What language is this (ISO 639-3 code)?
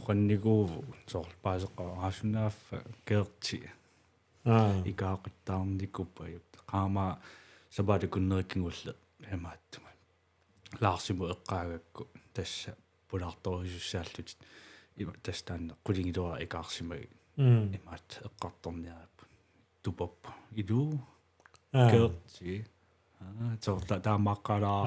kal